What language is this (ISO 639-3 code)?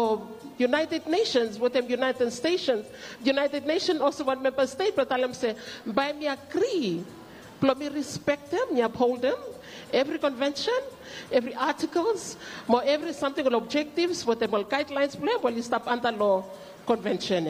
bis